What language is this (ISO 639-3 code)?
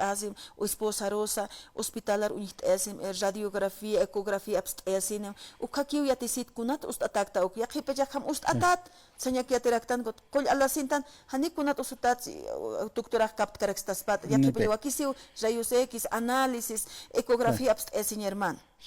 aym